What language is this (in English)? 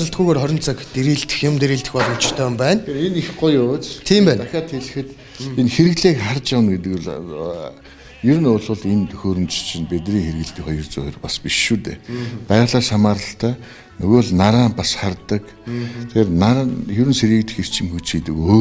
Mongolian